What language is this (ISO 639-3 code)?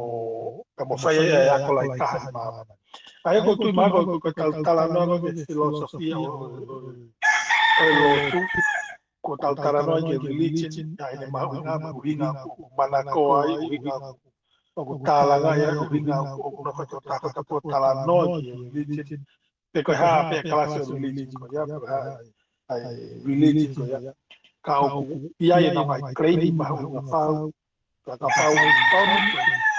ton